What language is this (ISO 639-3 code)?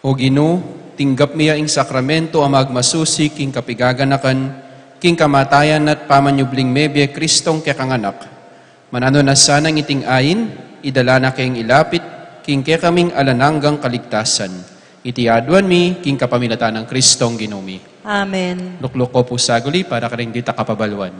pam